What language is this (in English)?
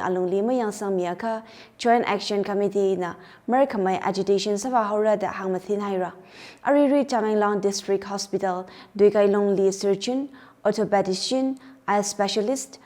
Tangkhul Naga (India)